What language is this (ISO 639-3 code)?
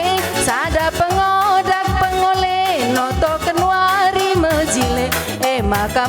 btx